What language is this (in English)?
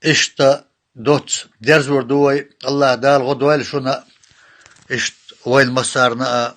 Chechen